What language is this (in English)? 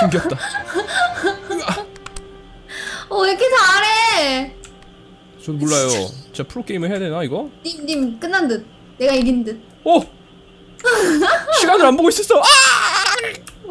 Korean